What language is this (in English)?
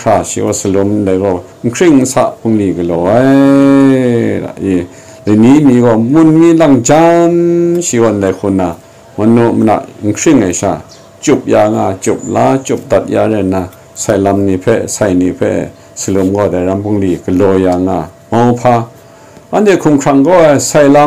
Kachin